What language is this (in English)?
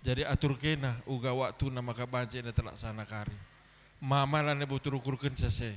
Batak Karo